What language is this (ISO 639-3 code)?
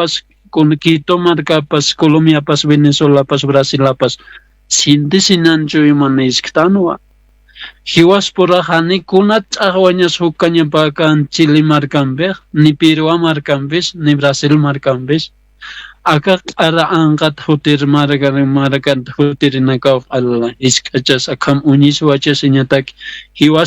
aym